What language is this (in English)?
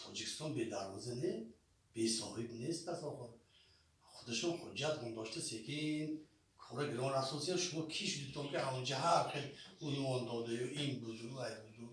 Tajik